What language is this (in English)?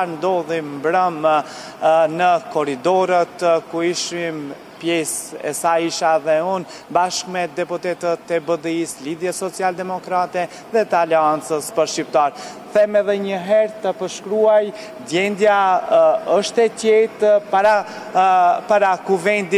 Albanian